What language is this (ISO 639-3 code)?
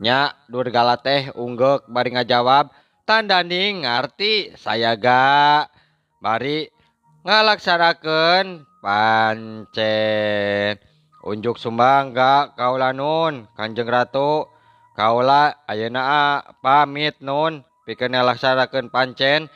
sun